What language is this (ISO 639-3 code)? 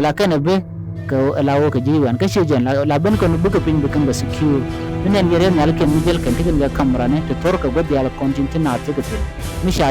nus